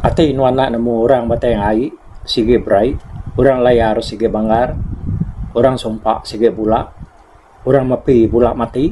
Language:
Iban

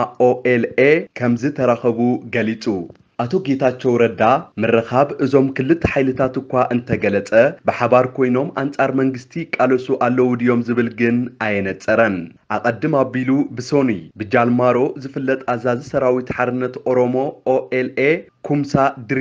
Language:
Tigrinya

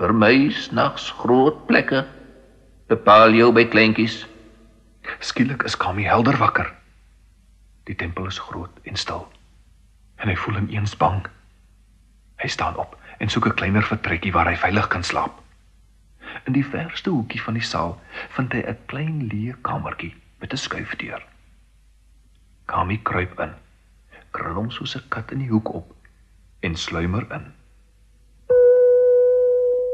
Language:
Afrikaans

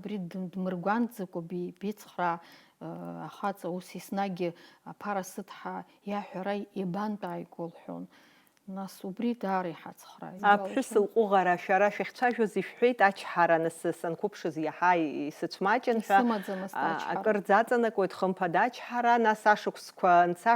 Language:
Abkhazian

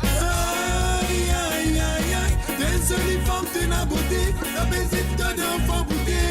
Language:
Morisyen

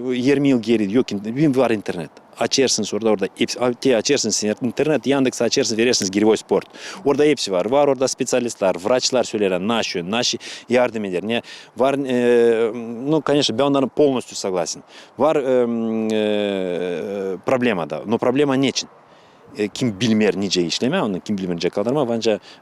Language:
Gagauz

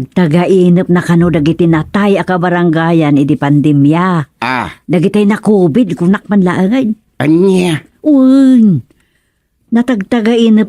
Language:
Iloko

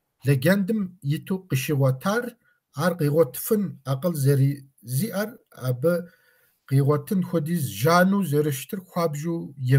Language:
Kabardian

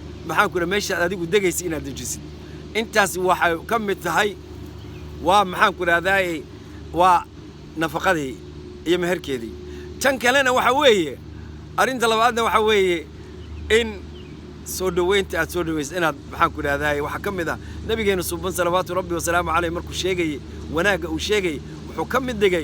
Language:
Somali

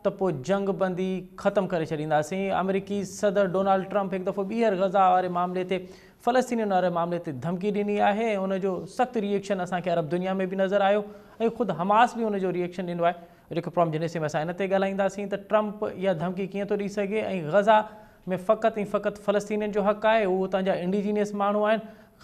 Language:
Sindhi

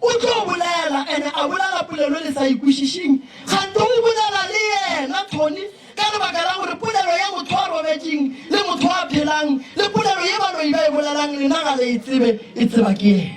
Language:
Northern Sotho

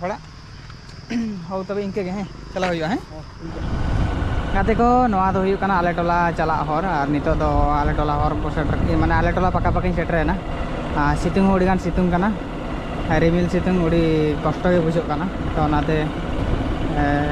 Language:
Santali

